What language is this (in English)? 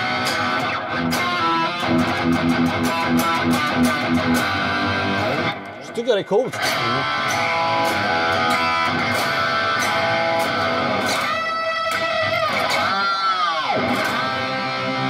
Swedish